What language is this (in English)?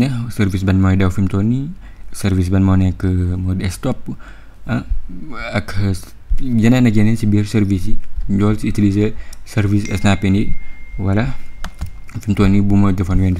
Wolof